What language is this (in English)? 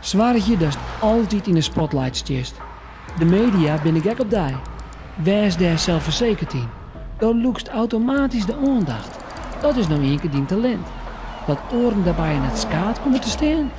Western Frisian